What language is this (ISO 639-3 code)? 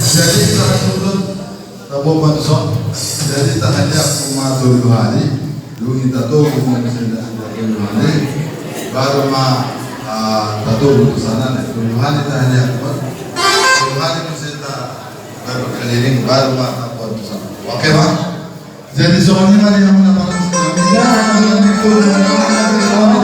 bbc